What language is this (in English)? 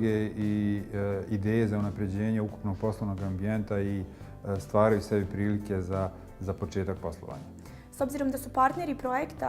Bosnian